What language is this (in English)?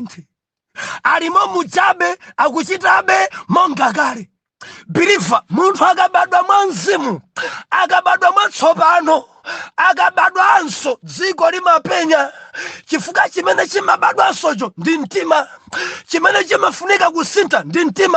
Nyanja